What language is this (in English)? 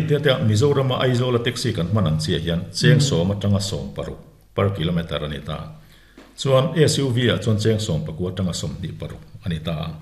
Mizo